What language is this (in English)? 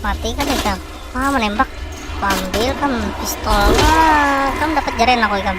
Banjar